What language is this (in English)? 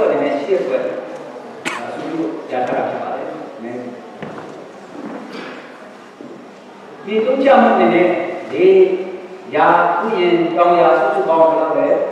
Burmese